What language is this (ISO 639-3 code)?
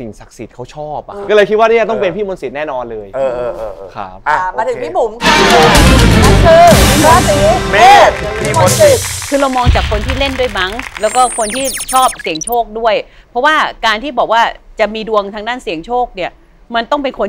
tha